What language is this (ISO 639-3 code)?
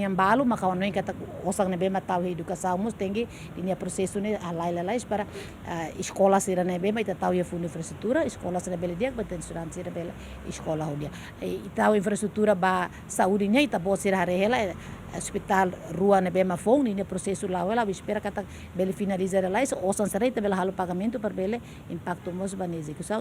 tet